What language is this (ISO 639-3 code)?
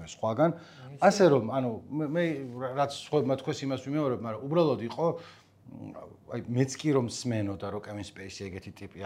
kat